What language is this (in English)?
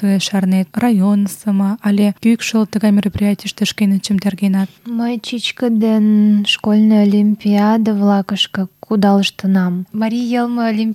Mari